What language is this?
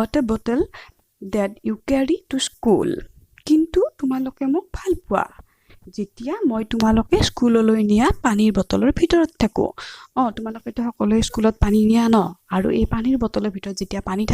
Assamese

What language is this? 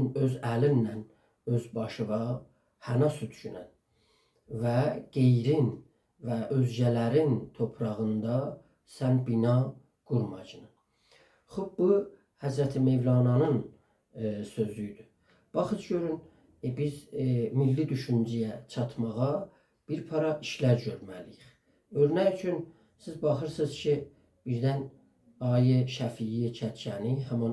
South Azerbaijani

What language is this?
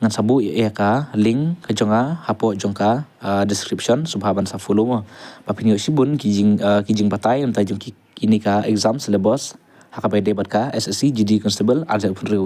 Khasi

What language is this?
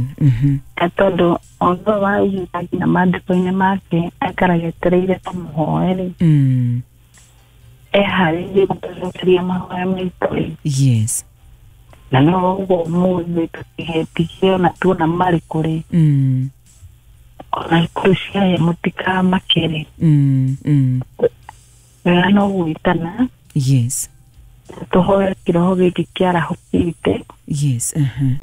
Kikuyu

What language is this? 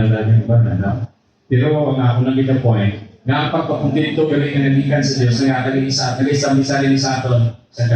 Hiligaynon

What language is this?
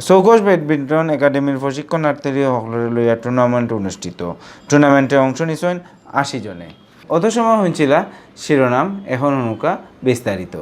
Sylheti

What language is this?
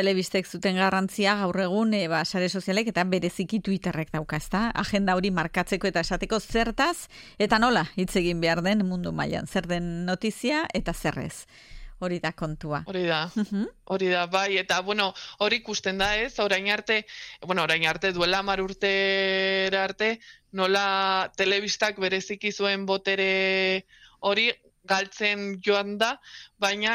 Basque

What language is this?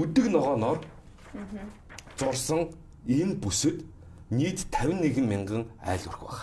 Mongolian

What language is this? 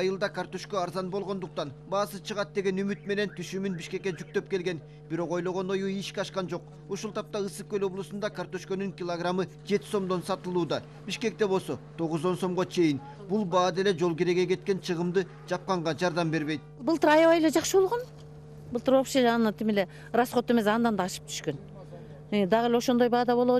Kyrgyz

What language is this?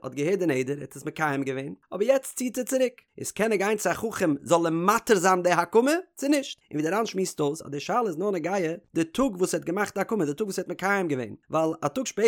Yiddish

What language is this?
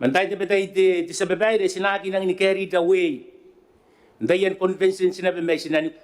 Gilbertese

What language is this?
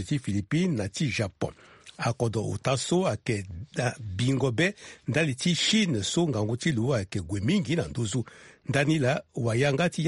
Sango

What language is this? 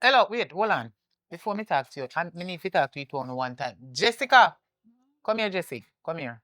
Jamaican Creole English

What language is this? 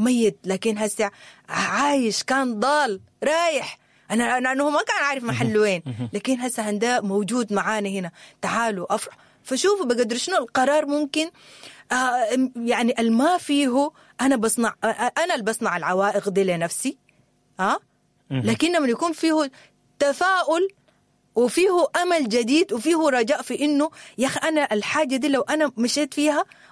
Sudanese Arabic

